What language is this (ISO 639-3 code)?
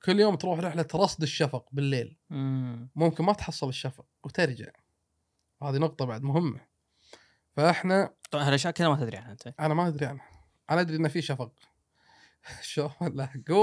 afb